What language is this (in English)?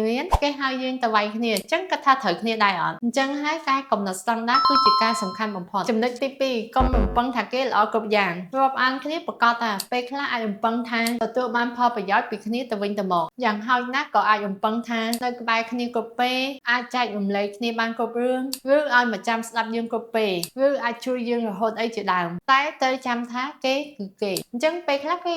Khmer